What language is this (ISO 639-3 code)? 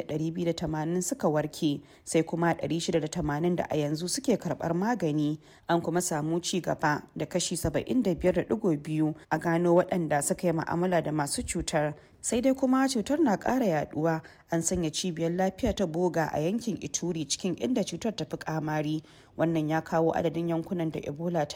hau